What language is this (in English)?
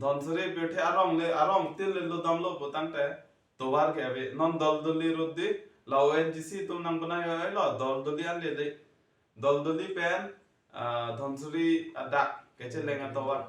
Karbi